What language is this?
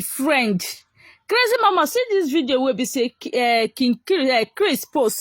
Nigerian Pidgin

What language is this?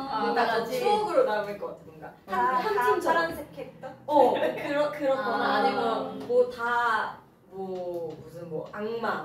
Korean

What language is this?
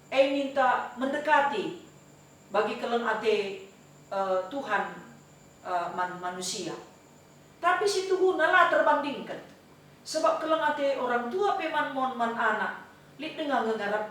Batak Karo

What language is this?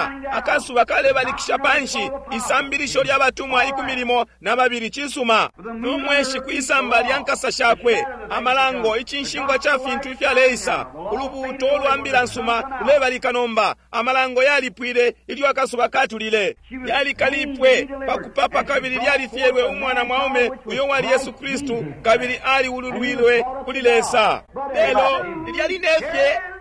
Bemba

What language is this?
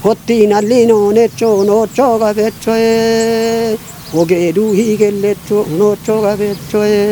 Kafa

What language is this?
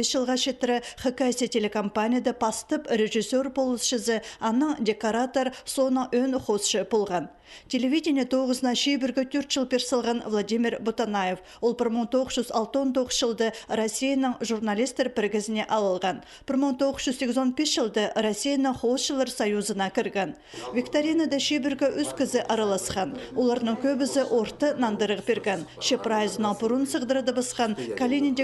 Khakas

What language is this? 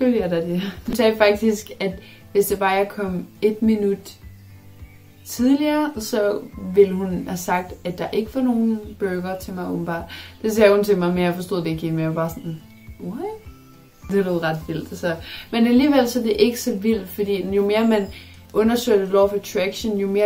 Danish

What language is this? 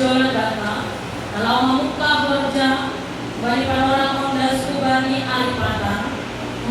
Batak Simalungun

